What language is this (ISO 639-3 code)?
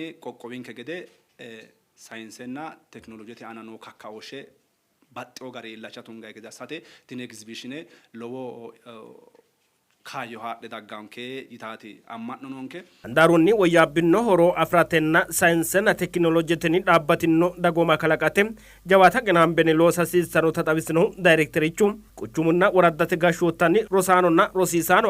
sid